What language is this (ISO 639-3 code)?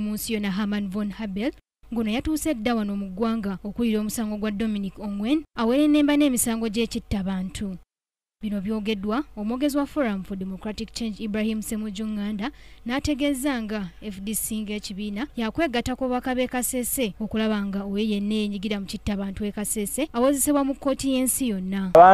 lug